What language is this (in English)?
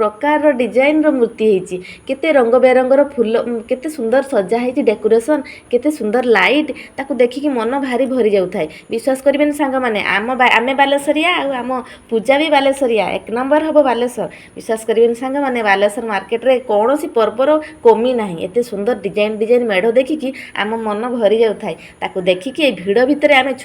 Odia